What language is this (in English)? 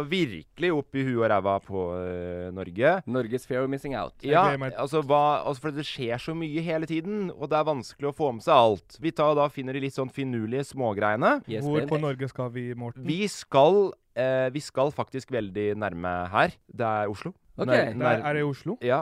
Norwegian